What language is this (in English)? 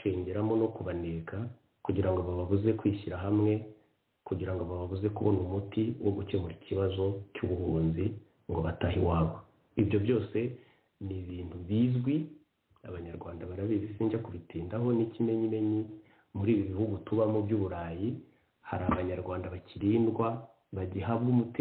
Kinyarwanda